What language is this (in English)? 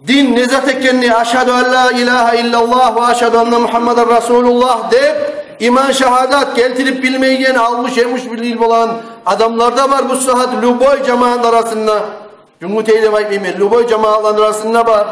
Kumyk